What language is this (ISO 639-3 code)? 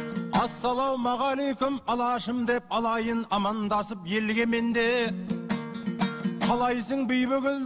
kaz